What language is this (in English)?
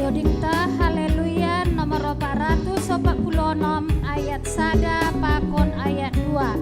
Batak Simalungun